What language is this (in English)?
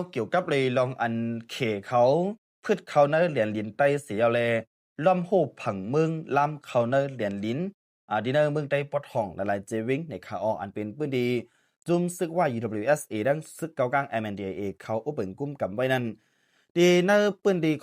Shan